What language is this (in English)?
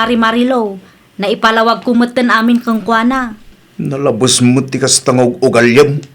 Iloko